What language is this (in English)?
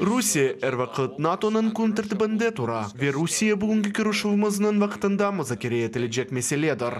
Crimean Tatar